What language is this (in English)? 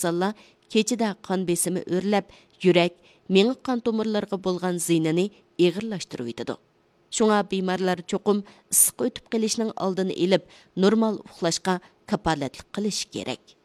Uyghur